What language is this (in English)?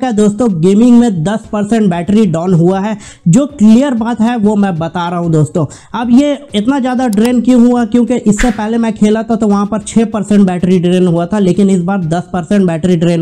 Hindi